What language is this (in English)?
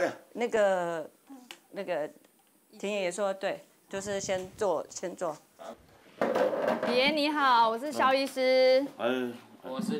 Chinese